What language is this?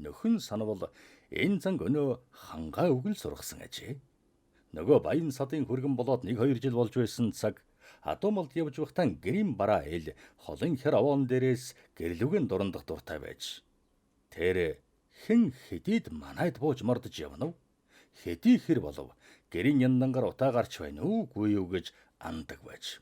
Mongolian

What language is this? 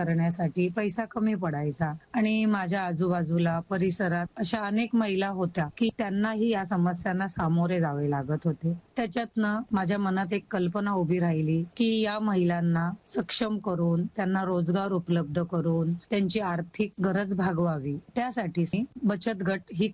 Marathi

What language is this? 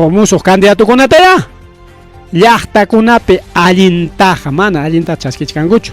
Ayacucho Quechua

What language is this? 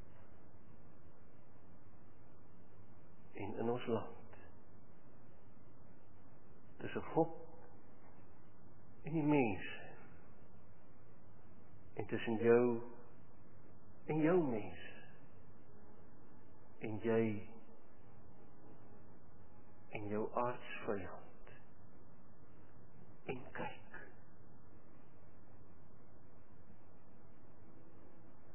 Afrikaans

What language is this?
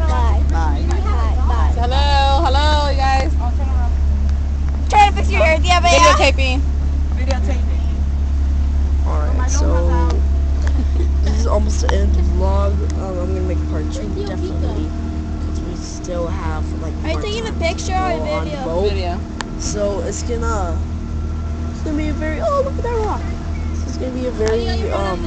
English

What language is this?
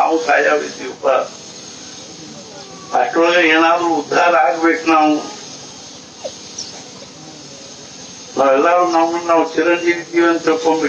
Kannada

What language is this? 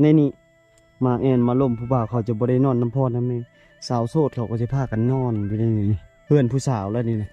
Lao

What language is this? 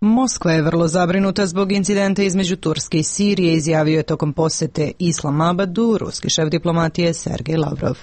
Serbian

